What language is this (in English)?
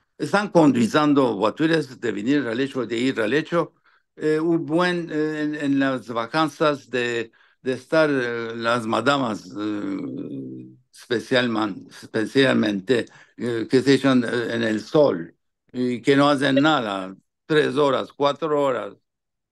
Ladino